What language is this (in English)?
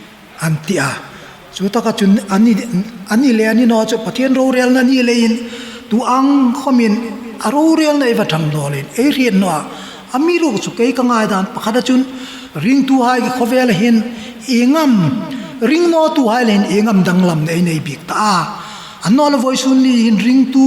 Hmar